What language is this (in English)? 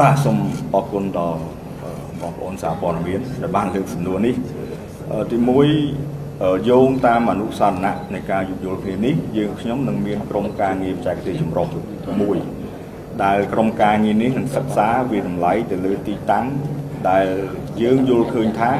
Khmer